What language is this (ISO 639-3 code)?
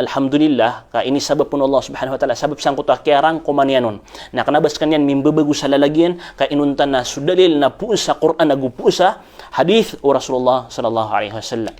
mrw